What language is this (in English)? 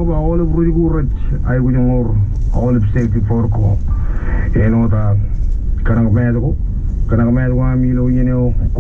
Marshallese